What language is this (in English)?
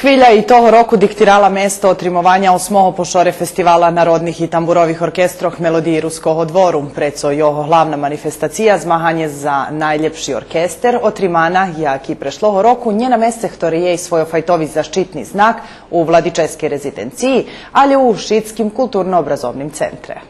Rusyn